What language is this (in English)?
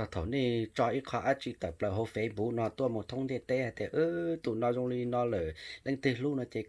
Hmong